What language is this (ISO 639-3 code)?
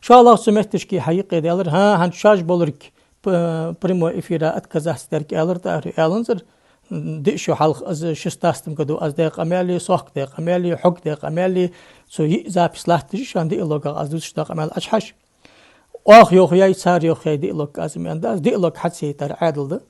inh